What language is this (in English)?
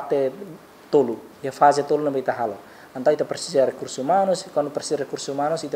Tetum